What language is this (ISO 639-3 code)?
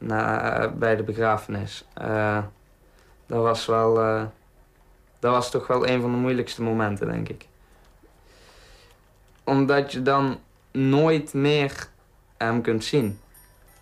nld